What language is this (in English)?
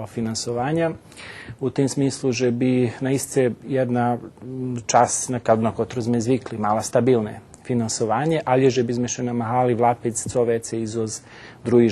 Rusyn